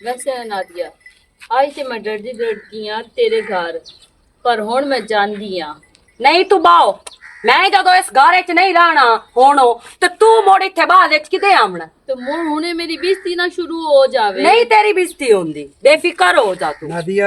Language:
Western Panjabi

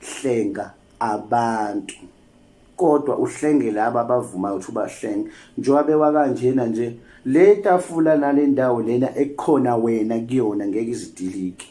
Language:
Zulu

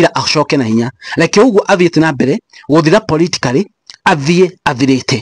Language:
Kikuyu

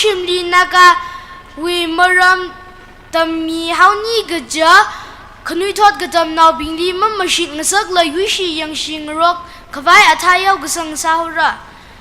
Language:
Tangkhul Naga (India)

